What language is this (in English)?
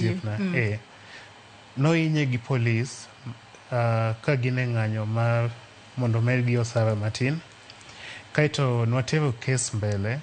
Luo (Kenya and Tanzania)